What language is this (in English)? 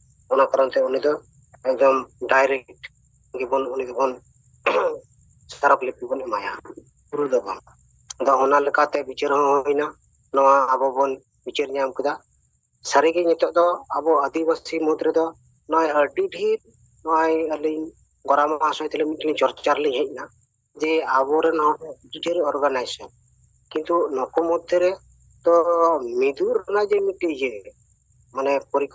Santali